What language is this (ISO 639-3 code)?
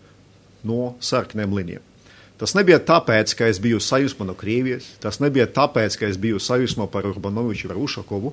lav